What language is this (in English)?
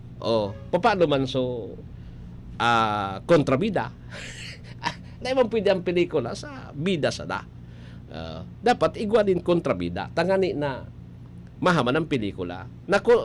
Bikol